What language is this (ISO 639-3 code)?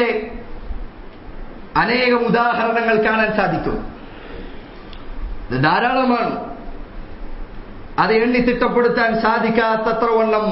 mal